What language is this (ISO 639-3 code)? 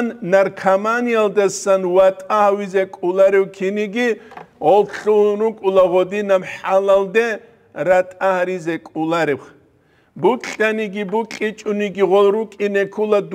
ava